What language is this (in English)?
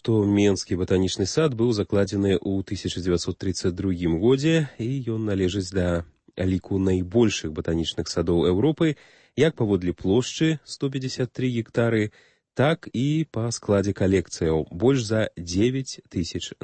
Belarusian